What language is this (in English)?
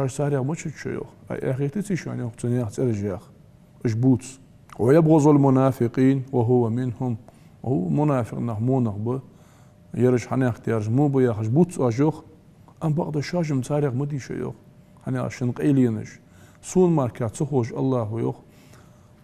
Ingush